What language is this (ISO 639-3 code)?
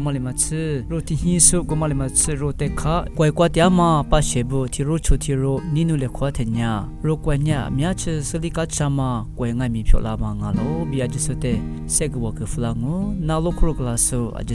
lis